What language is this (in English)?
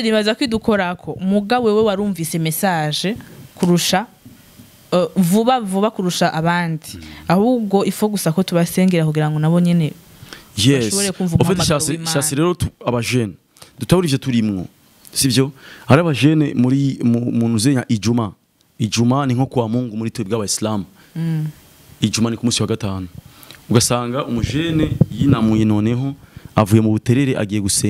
Rundi